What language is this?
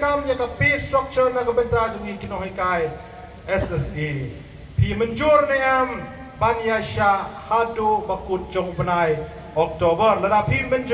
Khasi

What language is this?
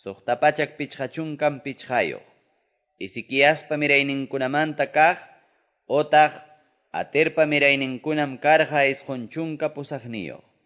Quechua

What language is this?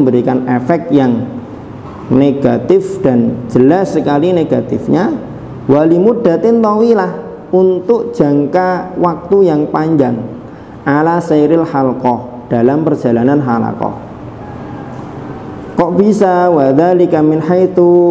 Indonesian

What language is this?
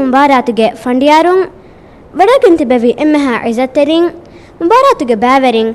Divehi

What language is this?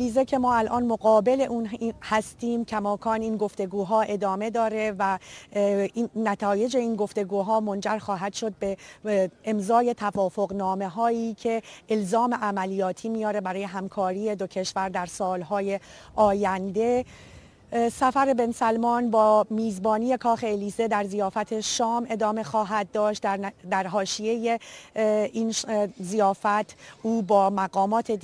Persian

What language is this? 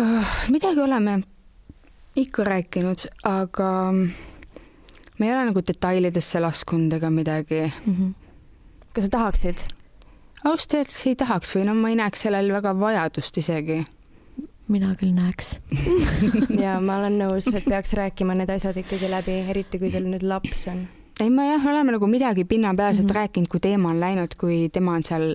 Estonian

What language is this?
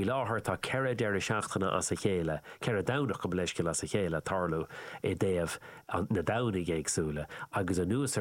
Irish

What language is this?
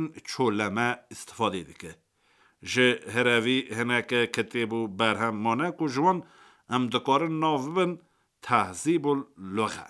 Kurdish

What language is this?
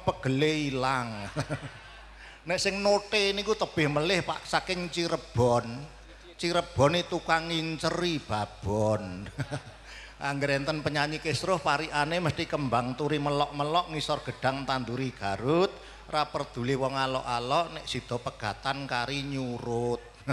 Javanese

